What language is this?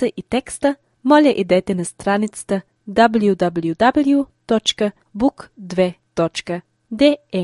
Albanian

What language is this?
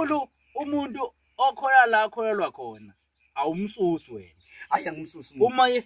Zulu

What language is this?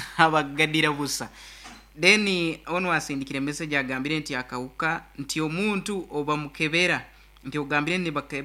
Nyankole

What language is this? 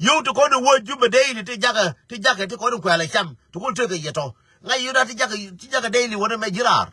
Nuer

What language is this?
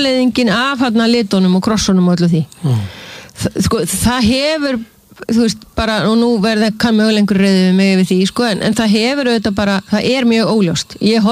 Icelandic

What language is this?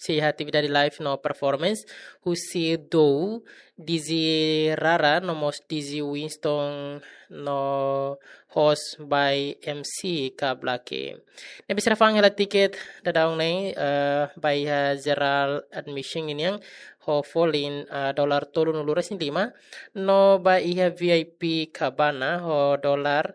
Tetum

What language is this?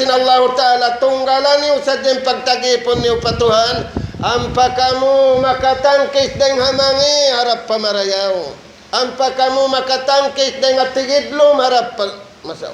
Tausug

